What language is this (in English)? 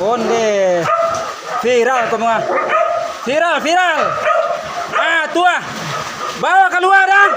Minangkabau